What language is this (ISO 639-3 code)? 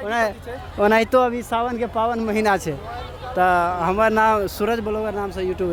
mai